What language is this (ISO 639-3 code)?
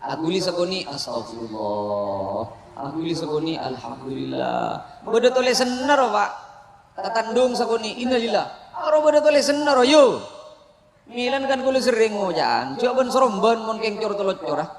mad